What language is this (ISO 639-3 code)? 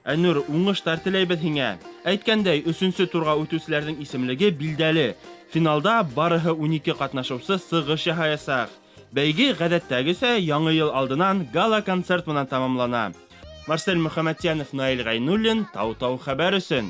bak